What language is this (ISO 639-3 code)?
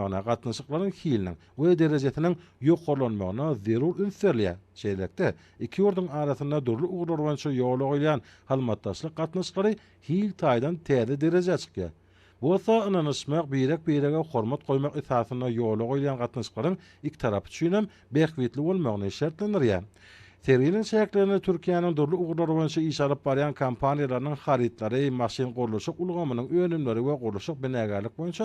tuk